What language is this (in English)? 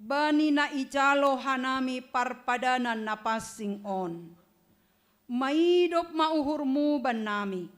Batak Simalungun